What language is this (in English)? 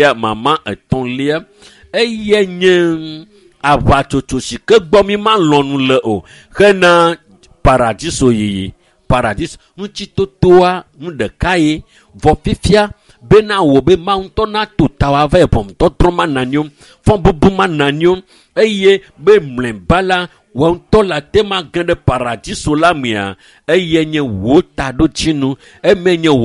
Ewe